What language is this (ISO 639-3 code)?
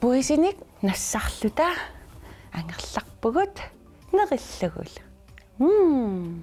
kal